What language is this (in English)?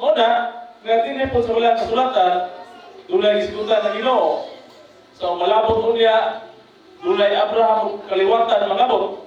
Cebuano